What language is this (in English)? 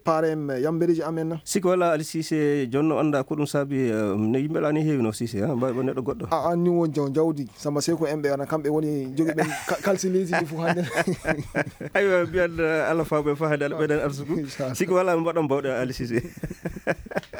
Maasina Fulfulde